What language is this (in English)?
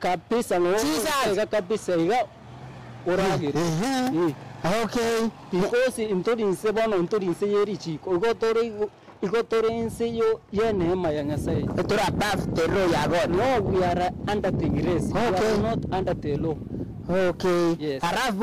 Gusii